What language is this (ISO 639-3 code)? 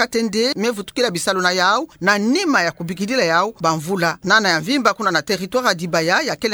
ktu